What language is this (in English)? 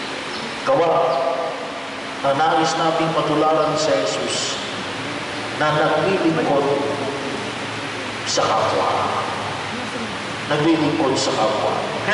Filipino